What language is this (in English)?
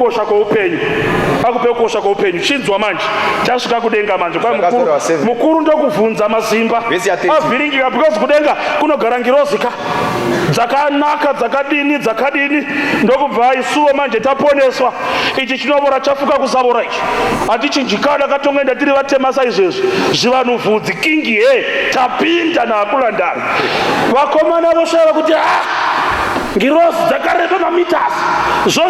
Shona